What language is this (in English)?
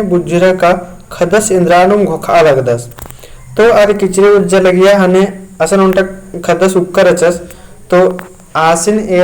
Kurukh